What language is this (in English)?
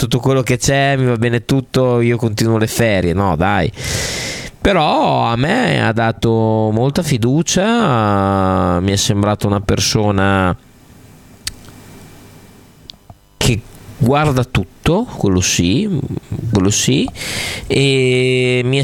Italian